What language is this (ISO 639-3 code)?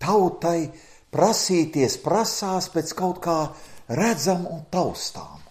lav